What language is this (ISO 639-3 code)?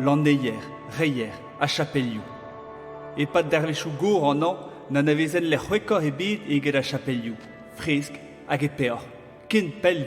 bre